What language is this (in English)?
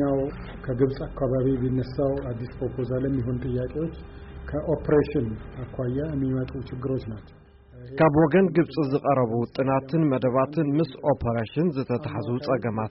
Tigrinya